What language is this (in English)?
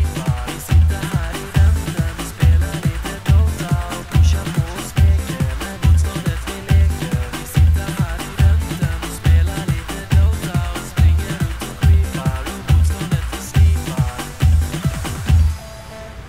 Swedish